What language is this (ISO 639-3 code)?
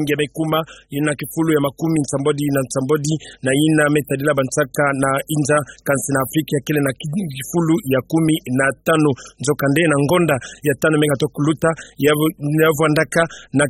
ktu